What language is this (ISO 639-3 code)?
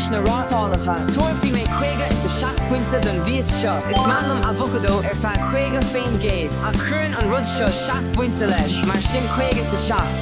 gle